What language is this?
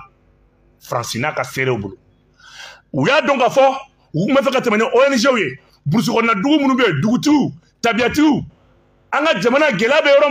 Bambara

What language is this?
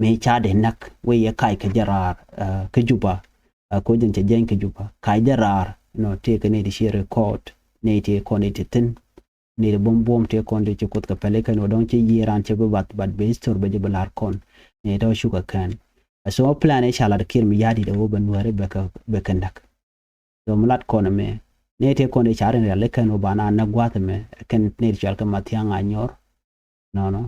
Nuer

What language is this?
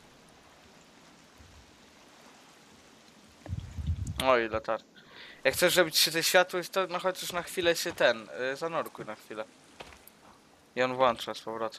Polish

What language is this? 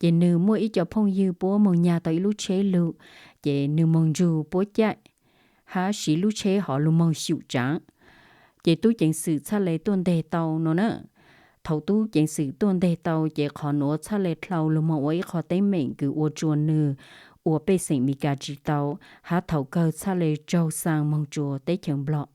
Hmong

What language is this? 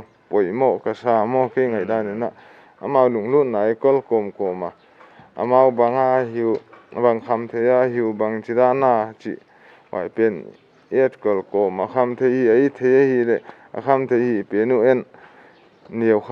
Paite Chin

